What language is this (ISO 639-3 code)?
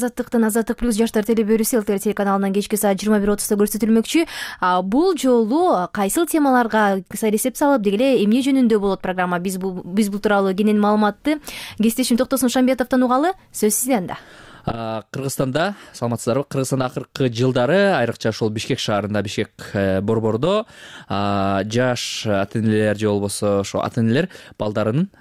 kir